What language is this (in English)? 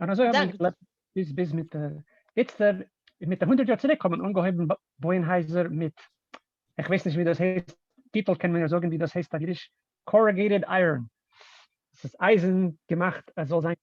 Yiddish